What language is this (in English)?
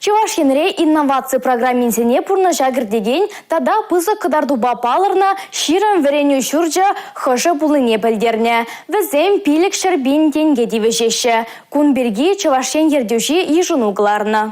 Chuvash